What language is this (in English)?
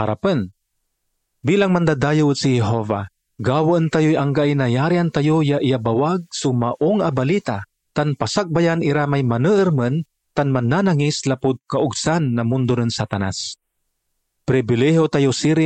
Pangasinan